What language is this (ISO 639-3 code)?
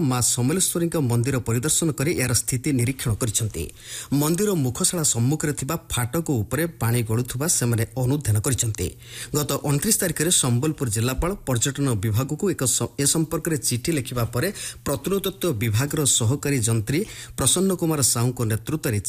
ori